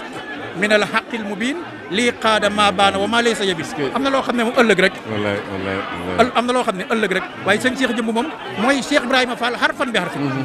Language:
Wolof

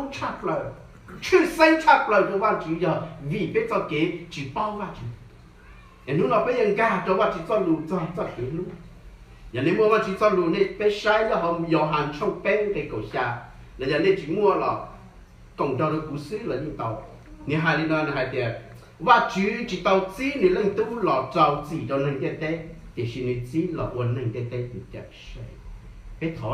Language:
Hmong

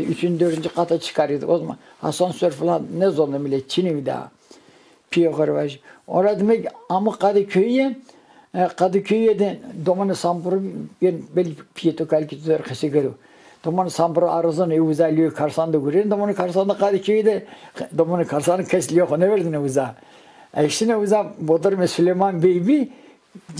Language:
Zaza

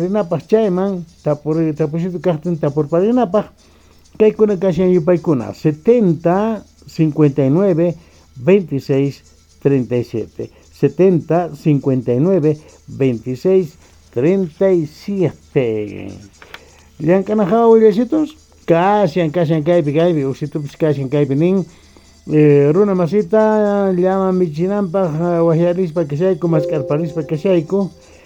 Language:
South Bolivian Quechua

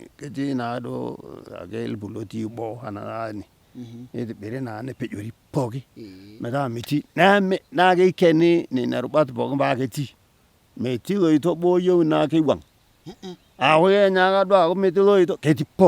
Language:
Masai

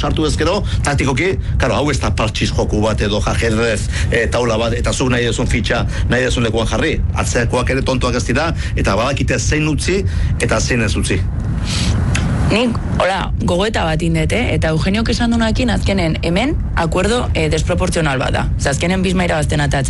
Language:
Basque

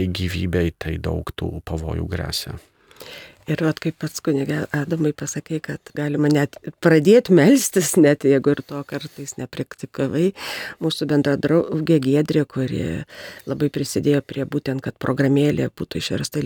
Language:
Lithuanian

